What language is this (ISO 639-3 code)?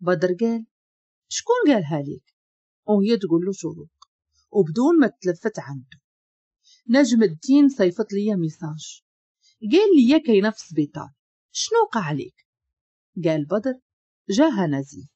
ary